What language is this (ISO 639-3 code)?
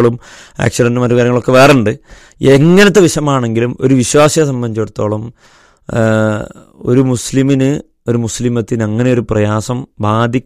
mal